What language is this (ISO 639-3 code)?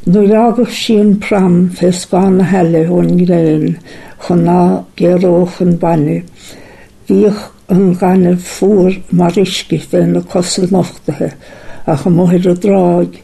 gle